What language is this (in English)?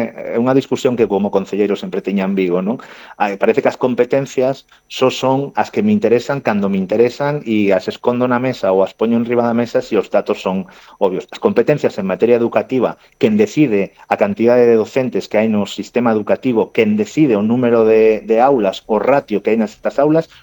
Galician